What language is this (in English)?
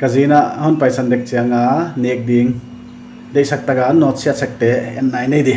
Paite Chin